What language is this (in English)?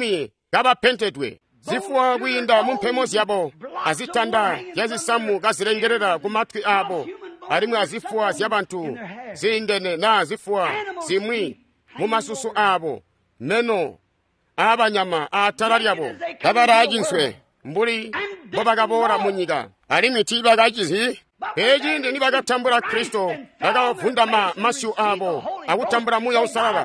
Tonga (Zambia)